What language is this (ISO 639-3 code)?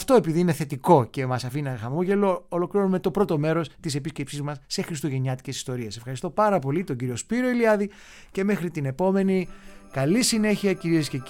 ell